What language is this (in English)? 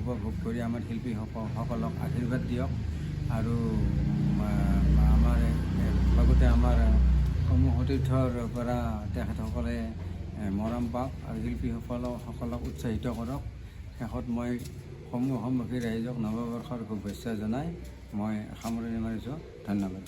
Assamese